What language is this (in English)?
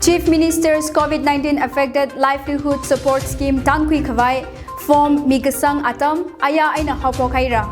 Tangkhul Naga (India)